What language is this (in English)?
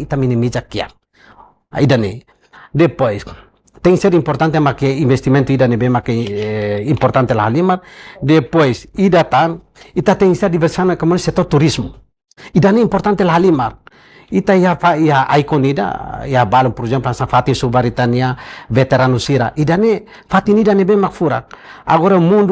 Tetum